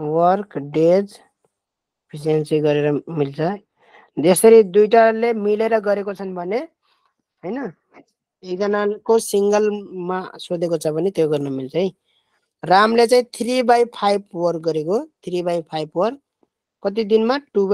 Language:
Nepali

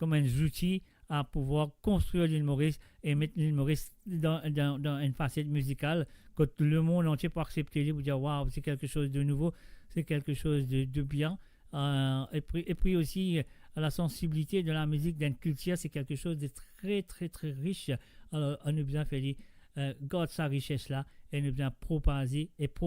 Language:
Morisyen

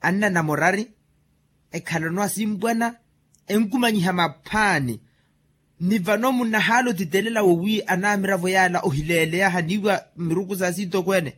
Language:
Makhuwa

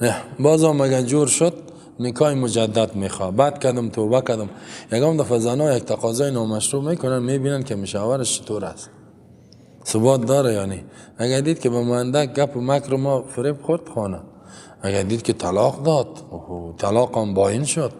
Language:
Persian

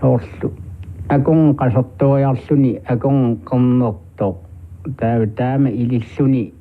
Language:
Kalaallisut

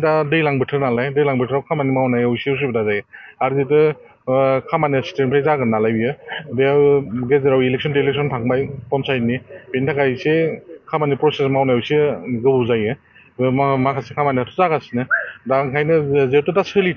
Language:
Bodo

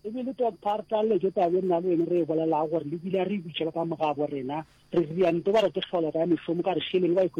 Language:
Northern Sotho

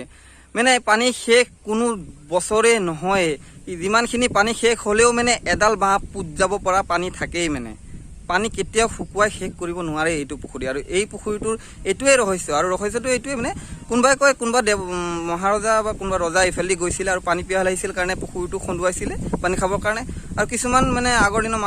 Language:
Assamese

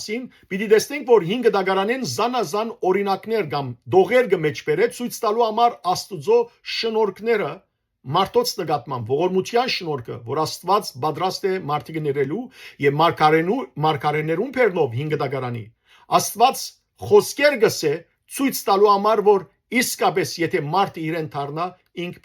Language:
Western Armenian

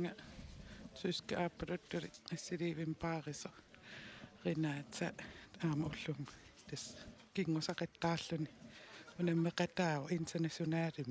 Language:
Kalaallisut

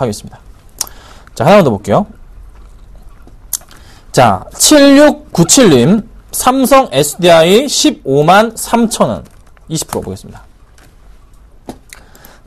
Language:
Korean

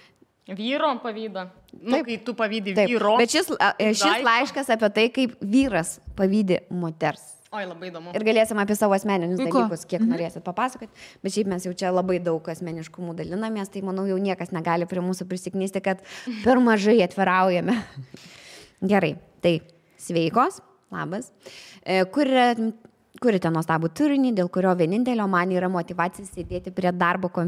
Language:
Lithuanian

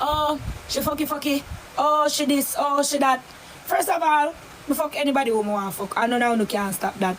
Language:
Jamaican Creole English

